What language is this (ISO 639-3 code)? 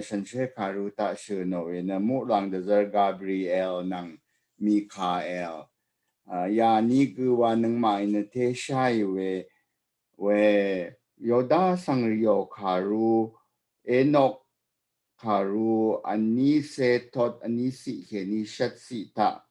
raw